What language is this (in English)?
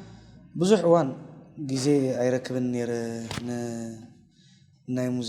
Tigrinya